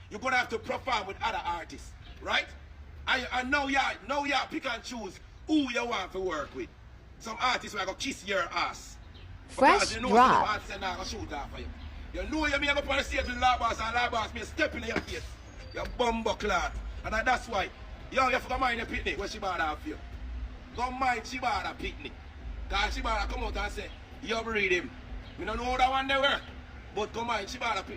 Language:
Jamaican Creole English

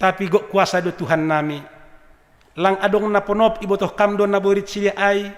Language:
Batak Simalungun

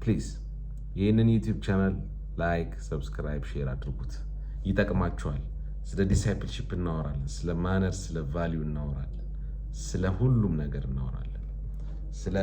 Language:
Amharic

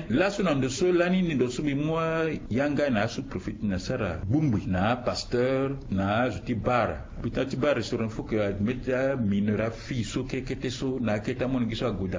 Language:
Sango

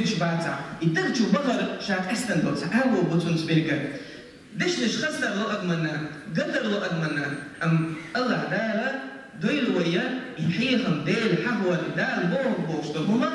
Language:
Chechen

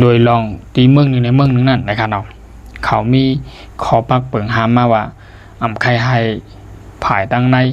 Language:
Shan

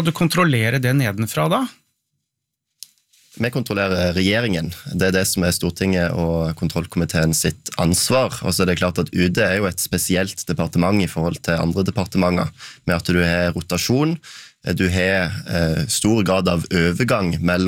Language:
Norwegian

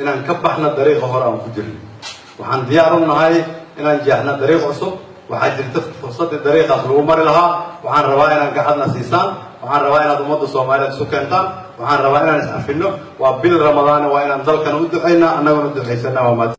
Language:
Somali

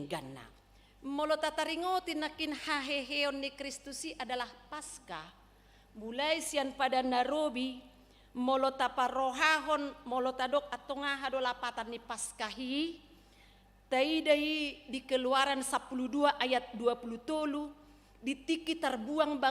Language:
Batak Toba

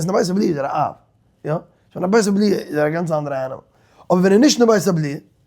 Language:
Yiddish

